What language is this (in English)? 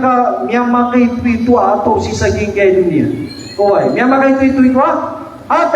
Maranao